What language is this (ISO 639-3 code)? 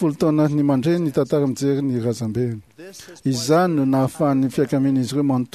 mlg